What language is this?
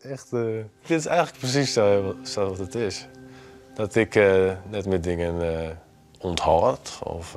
Western Frisian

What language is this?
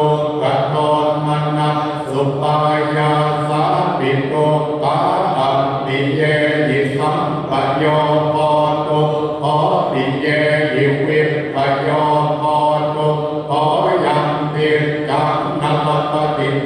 Pali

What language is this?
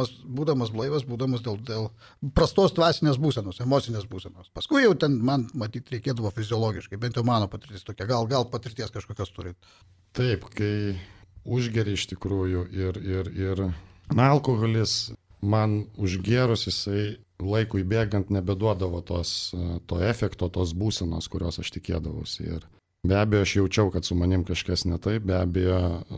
Lithuanian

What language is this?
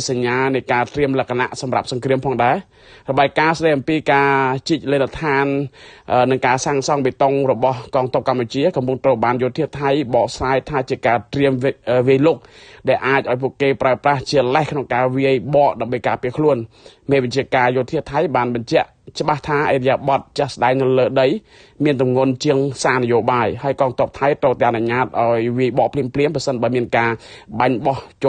Khmer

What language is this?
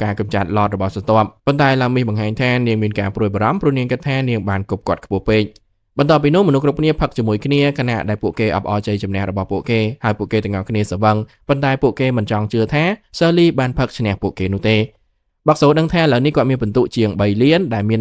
Khmer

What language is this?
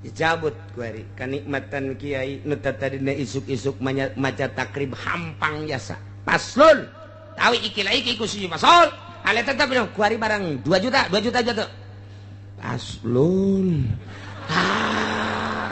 Sundanese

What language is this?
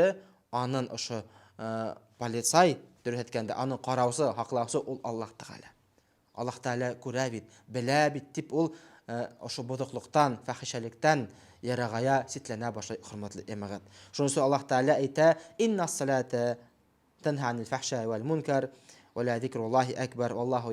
Bashkir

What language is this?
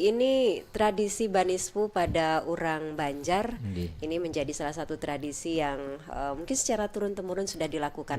Banjar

